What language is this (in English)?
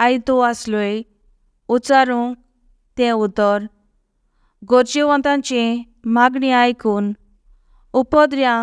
Konkani